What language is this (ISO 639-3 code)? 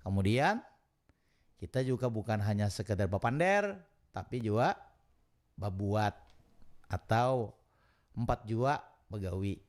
bjn